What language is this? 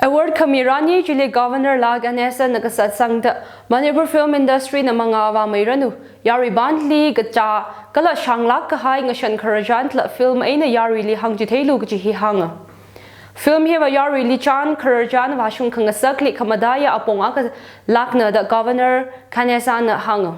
Tangkhul Naga (India)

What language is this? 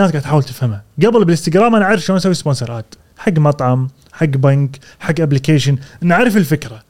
Gulf Arabic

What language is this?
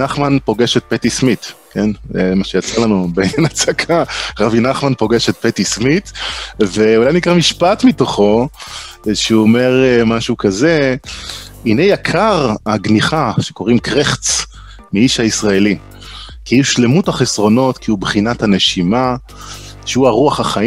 Hebrew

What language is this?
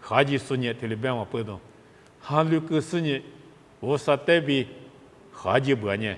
Lisu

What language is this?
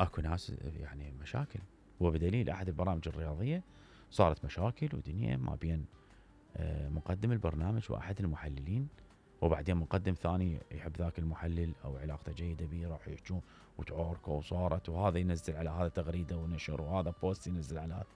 Mesopotamian Arabic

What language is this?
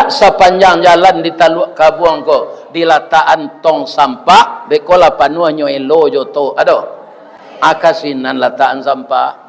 Minangkabau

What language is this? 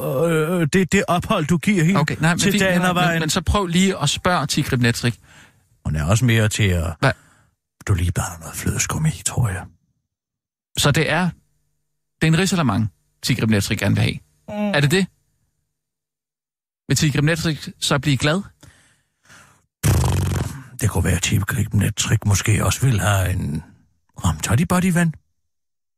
Danish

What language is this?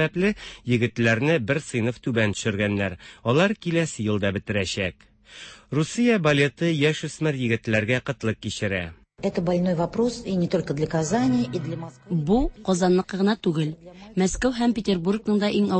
Tatar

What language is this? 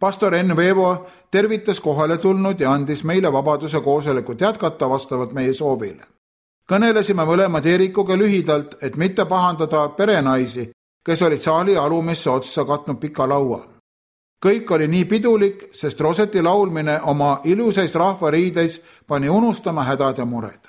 Estonian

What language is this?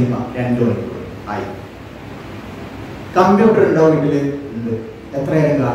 Malayalam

